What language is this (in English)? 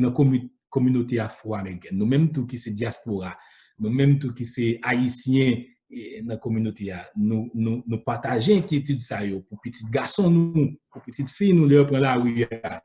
Haitian Creole